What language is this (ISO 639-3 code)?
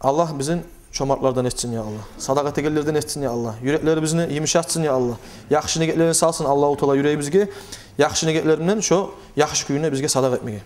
kum